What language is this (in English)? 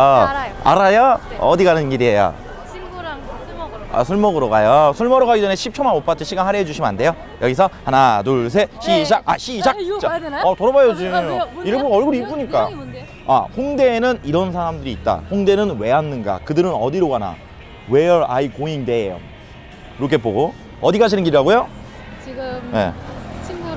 Korean